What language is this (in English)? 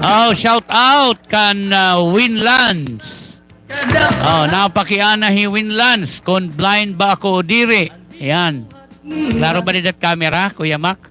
Waray